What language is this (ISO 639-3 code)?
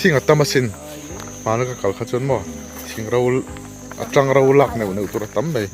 lus